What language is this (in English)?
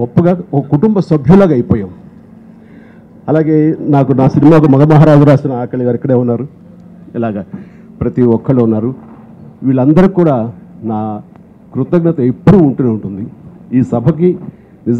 Telugu